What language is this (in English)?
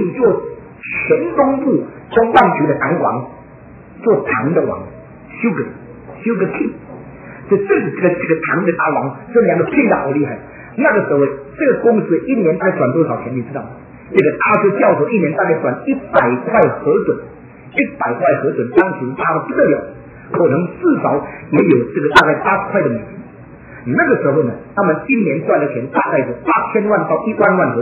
Chinese